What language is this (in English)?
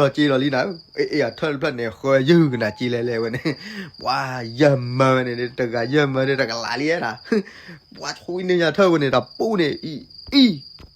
S'gaw Karen